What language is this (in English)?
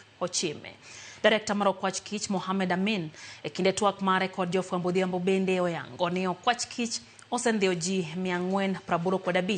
Luo (Kenya and Tanzania)